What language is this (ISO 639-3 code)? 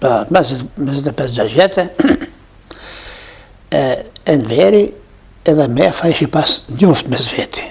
sqi